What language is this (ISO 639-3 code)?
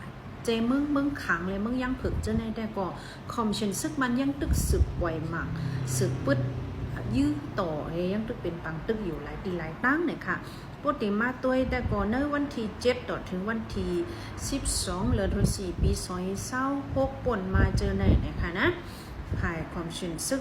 shn